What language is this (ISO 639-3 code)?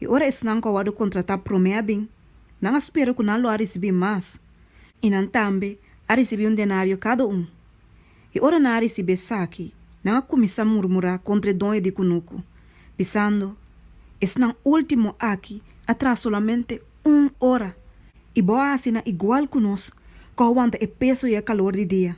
pap